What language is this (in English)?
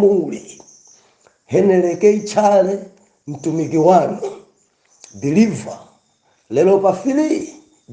Nyanja